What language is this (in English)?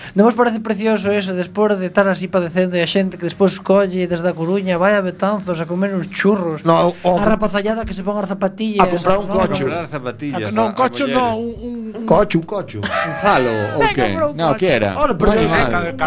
Galician